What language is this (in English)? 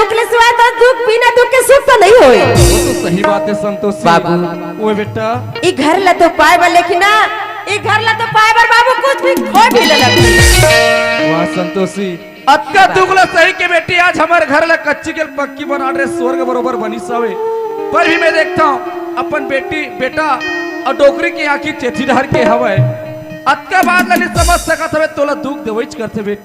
Chhattisgarhi